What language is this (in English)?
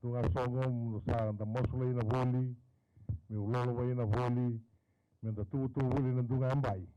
Fijian